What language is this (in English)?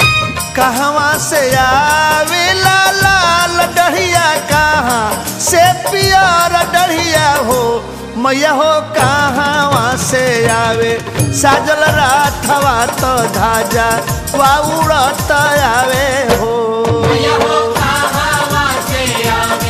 Bhojpuri